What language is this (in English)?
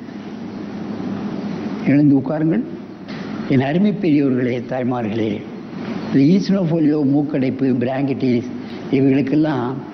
Tamil